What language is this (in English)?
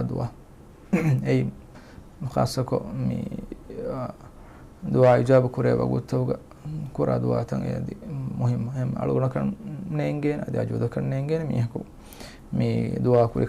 Divehi